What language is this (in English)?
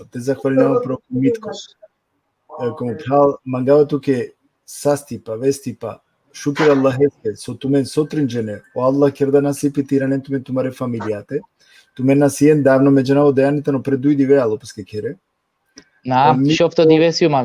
Balkan Romani